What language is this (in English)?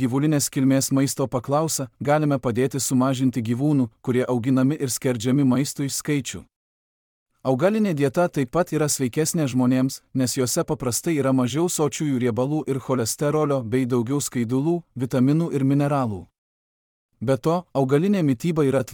Lithuanian